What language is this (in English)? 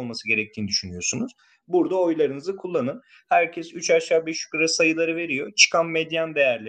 Turkish